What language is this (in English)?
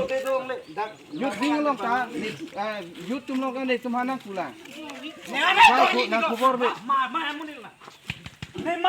Karbi